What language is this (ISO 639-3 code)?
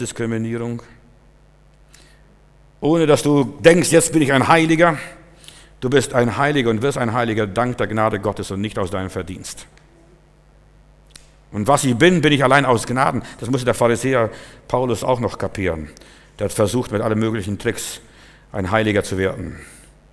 deu